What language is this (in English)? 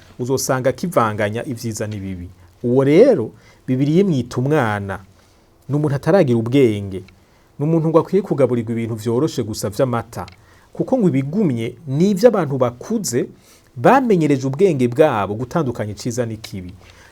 Rundi